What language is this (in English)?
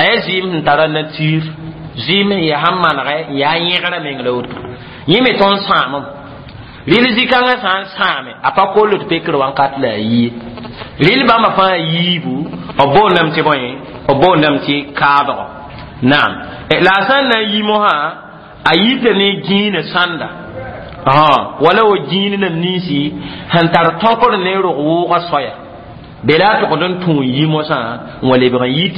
Mossi